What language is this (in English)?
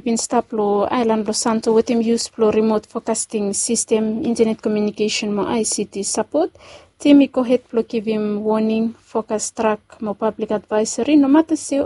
Bislama